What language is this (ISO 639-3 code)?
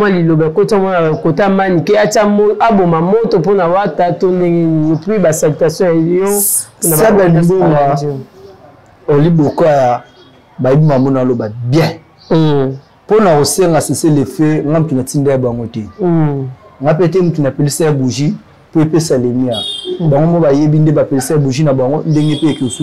lin